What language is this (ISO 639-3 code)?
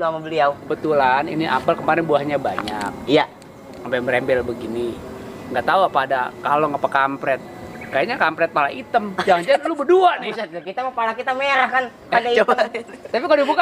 bew